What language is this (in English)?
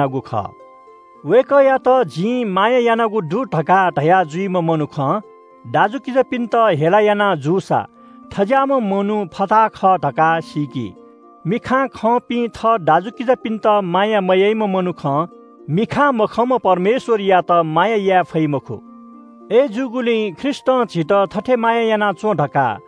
Newari